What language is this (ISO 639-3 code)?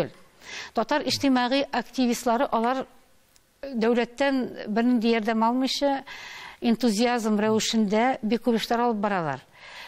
tat